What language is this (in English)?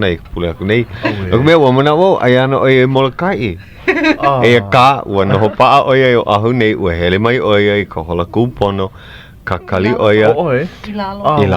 Hawaiian